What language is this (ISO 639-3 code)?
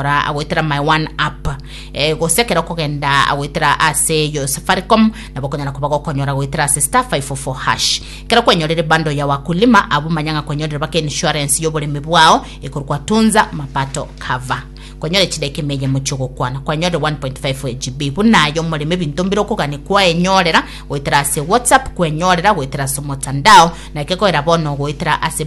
guz